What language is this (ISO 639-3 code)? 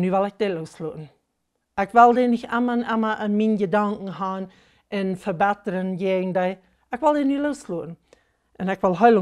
pdt